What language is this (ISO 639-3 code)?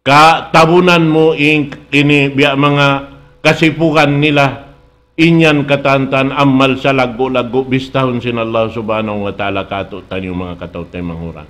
tsg